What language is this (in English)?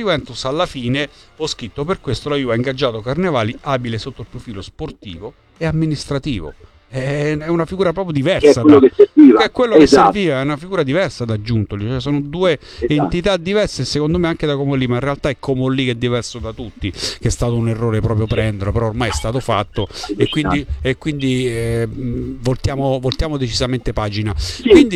Italian